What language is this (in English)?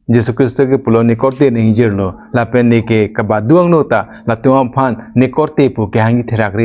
Karbi